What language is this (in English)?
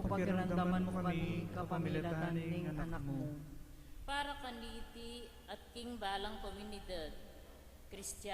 Pampanga